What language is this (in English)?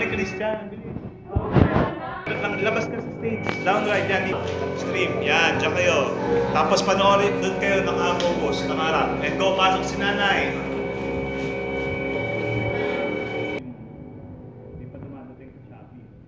Filipino